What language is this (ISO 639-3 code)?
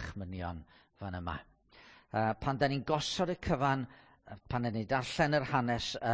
cym